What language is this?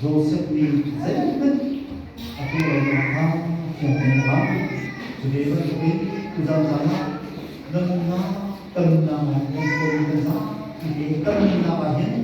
Hakha Chin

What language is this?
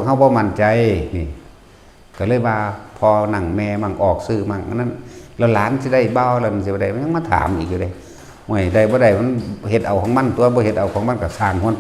Northeastern Thai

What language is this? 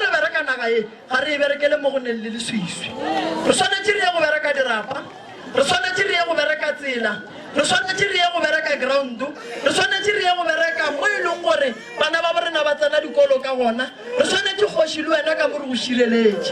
Northern Sotho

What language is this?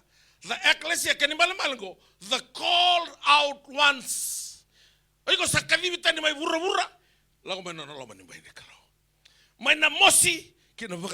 Fijian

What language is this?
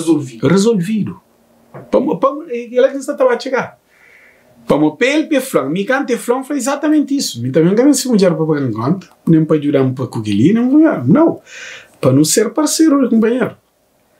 Kabuverdianu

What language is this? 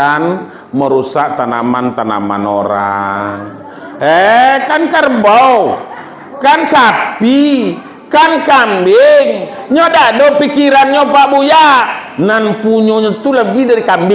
Minangkabau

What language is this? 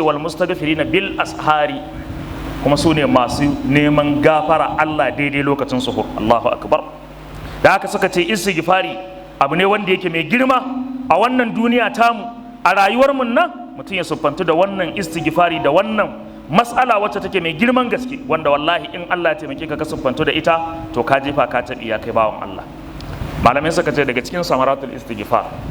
Hausa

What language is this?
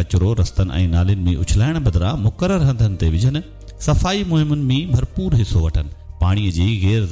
Sindhi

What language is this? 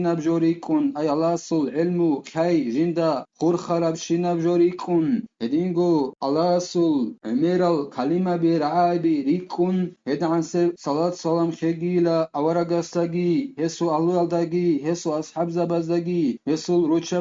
Avaric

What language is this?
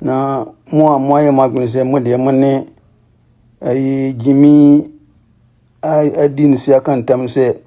Akan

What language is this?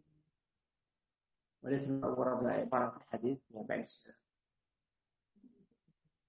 Arabic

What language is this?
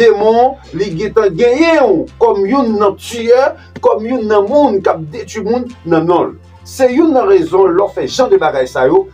Haitian Creole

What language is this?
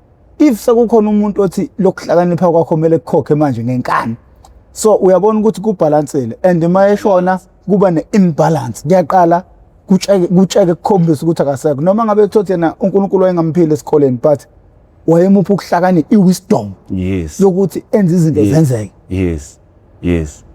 Zulu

